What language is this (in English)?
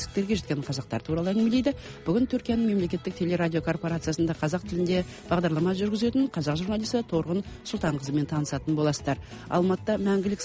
Kazakh